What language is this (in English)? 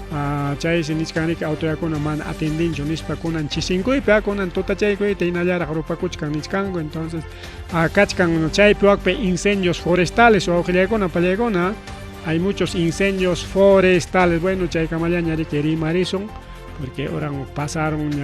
Ayacucho Quechua